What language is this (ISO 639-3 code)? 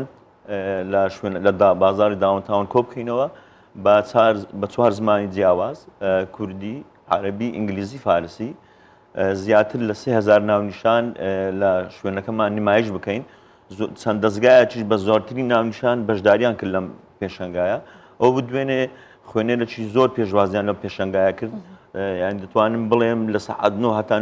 ckb